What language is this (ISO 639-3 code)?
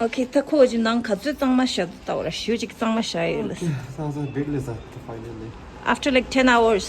bod